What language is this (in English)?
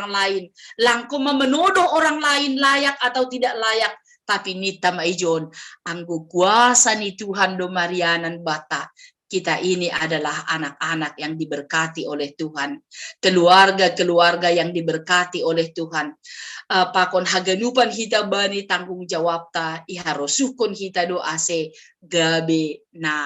Batak Simalungun